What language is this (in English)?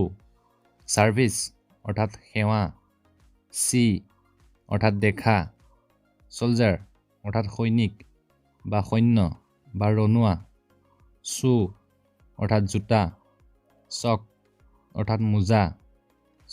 Assamese